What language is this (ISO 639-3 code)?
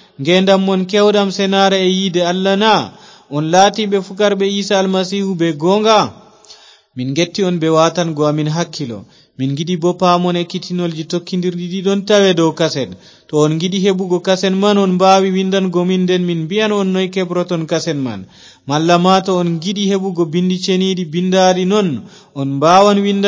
ful